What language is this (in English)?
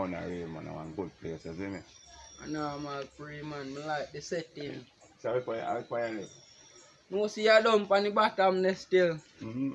Jamaican Creole English